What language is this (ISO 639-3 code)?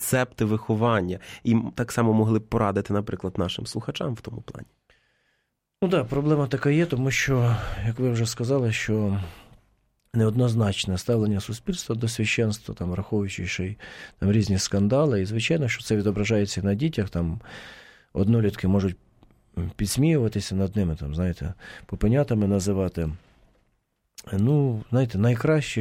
ukr